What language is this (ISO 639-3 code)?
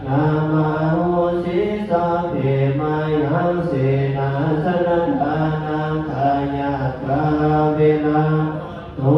pli